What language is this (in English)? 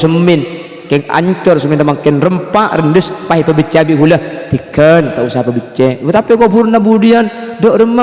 Madurese